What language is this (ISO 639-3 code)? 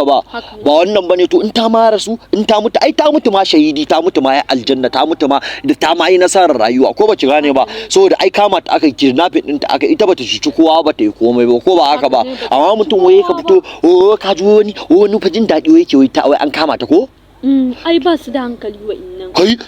hau